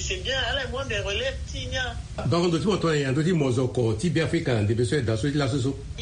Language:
Sango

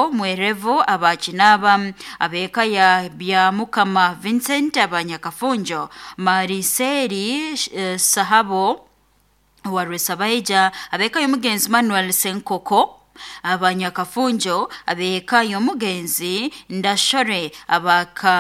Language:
Nyoro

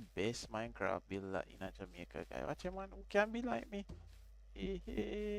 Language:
Jamaican Creole English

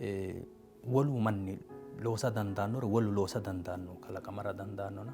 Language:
Sidamo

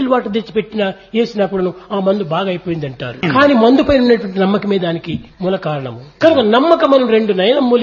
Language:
Telugu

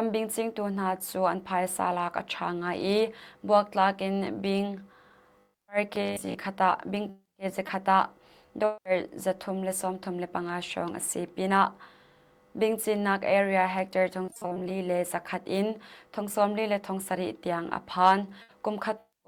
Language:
Hakha Chin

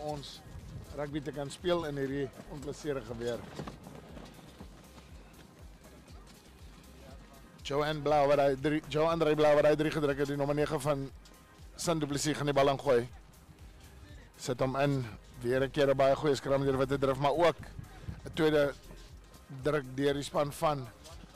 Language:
Afrikaans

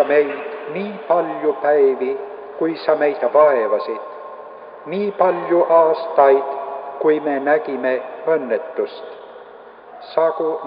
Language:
Estonian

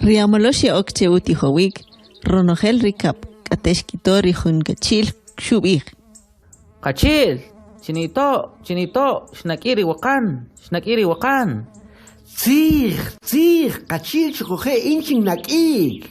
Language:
Kʼicheʼ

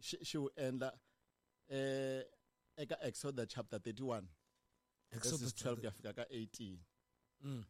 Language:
Tsonga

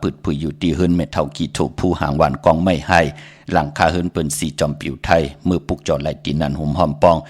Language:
Shan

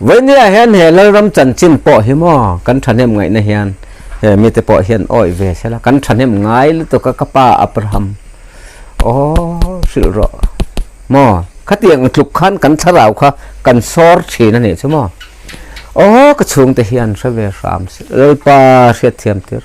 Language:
Mizo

